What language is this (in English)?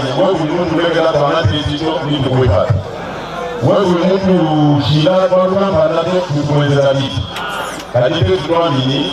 Luba-Lulua